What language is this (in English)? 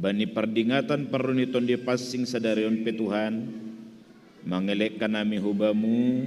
Batak Simalungun